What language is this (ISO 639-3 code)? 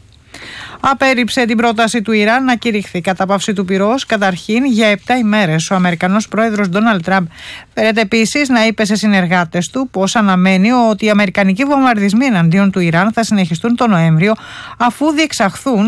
ell